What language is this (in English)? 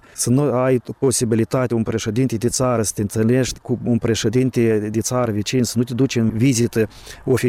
Romanian